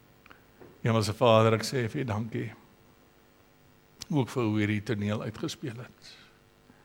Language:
Afrikaans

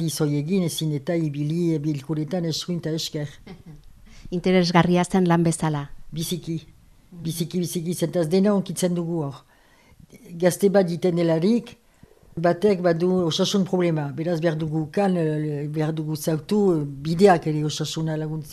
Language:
Basque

